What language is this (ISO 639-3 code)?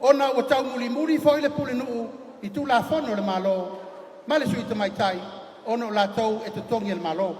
smo